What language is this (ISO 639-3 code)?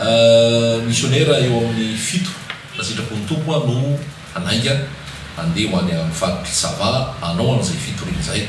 mlg